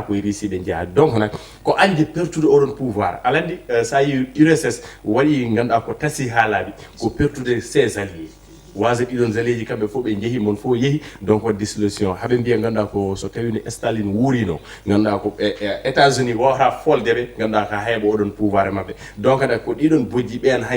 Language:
Fula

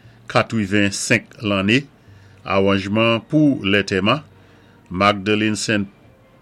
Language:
Saint Lucian Creole French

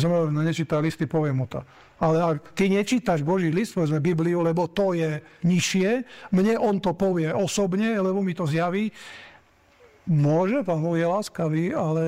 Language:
Slovak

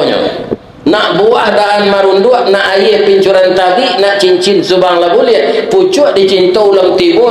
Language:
Minangkabau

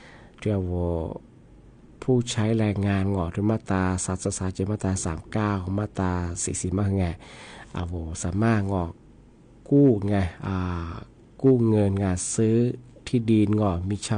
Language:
Thai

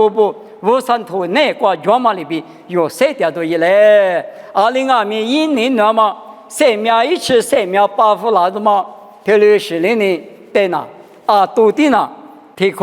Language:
Lisu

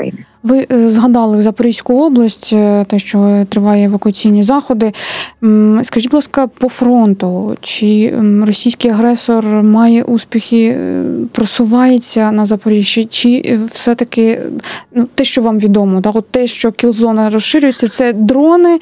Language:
Ukrainian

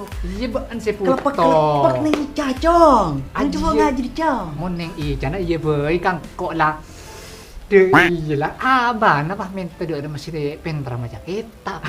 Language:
Madurese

